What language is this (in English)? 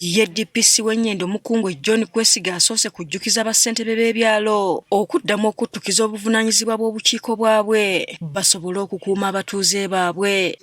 Ganda